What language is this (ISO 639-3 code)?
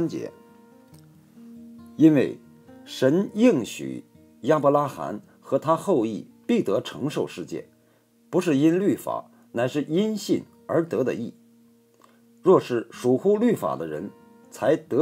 zho